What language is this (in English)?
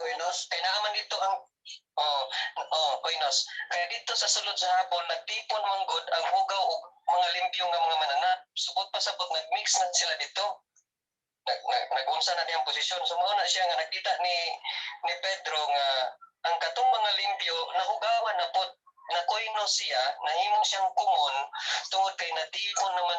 Cebuano